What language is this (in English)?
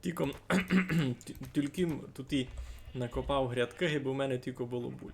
Rusyn